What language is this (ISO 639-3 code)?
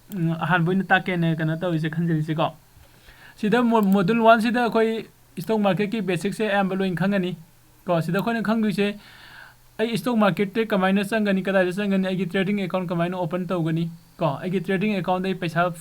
mni